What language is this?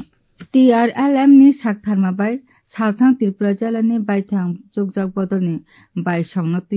Kok Borok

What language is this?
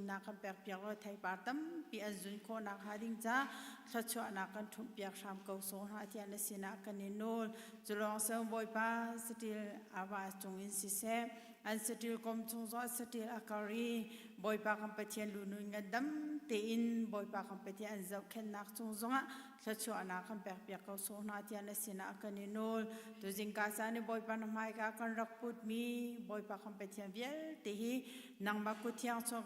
Hakha Chin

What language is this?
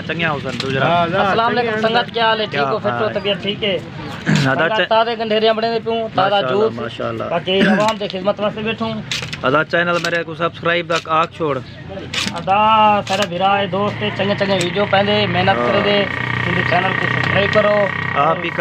Saraiki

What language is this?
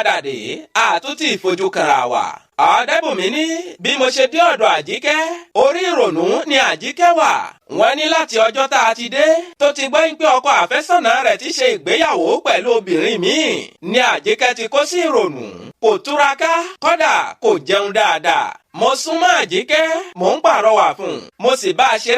Yoruba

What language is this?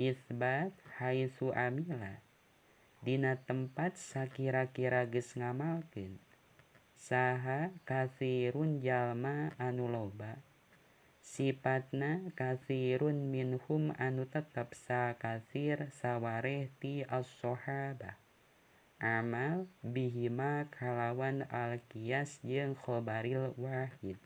Sundanese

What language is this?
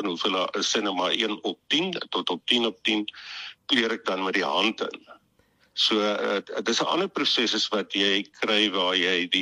Afrikaans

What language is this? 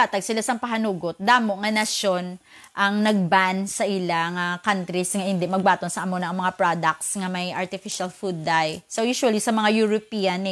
Hiligaynon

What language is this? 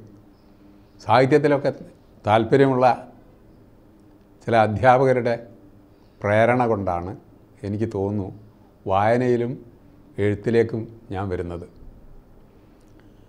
Malayalam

